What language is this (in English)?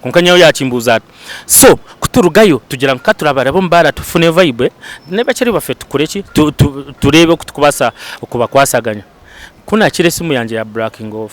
Nyankole